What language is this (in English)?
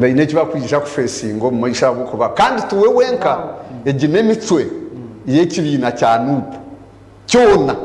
Nyankole